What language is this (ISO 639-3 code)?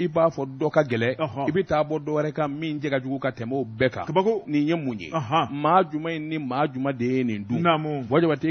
bam